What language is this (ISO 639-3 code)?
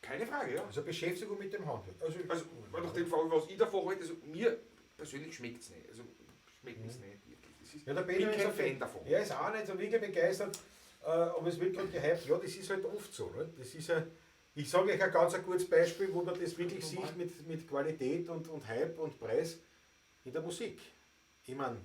bar